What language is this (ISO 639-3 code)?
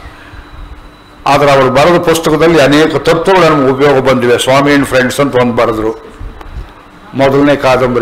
kan